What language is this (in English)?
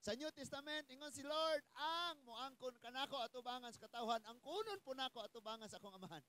Cebuano